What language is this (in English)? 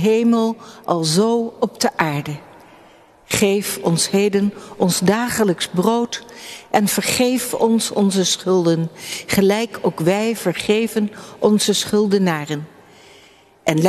Dutch